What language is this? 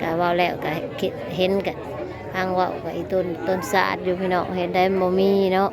Northeastern Thai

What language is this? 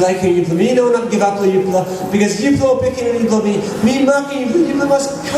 Tok Pisin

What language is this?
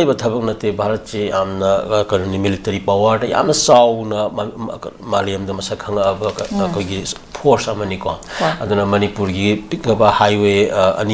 Manipuri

